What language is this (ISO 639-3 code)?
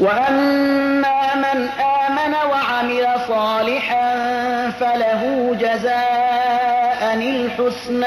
fas